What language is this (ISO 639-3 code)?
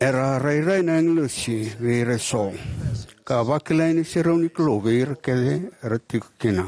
fij